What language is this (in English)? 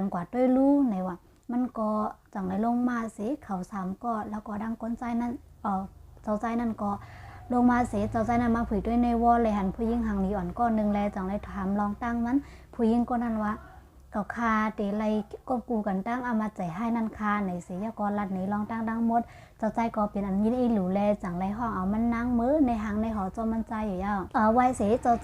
Shan